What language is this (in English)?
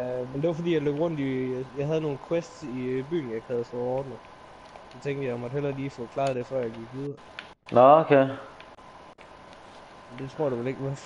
Danish